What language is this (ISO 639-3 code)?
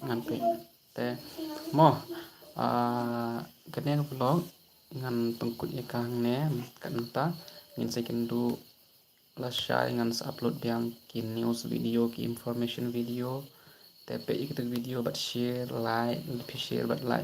kha